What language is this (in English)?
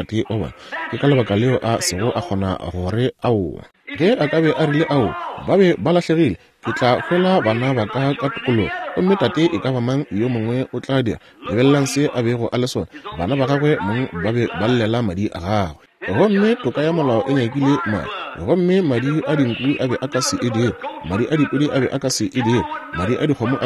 Northern Sotho